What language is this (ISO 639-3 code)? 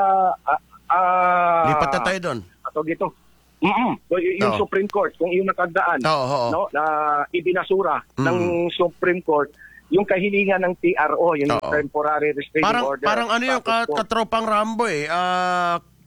fil